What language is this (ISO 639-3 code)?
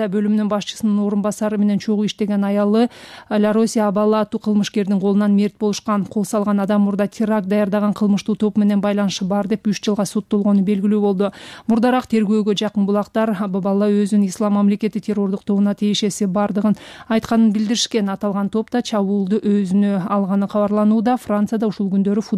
kir